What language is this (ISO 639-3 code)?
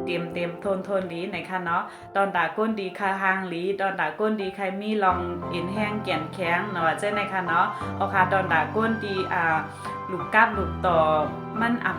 shn